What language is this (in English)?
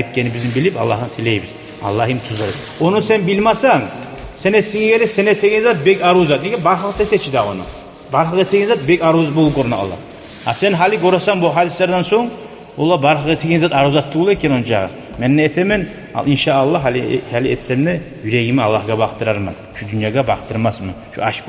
Kumyk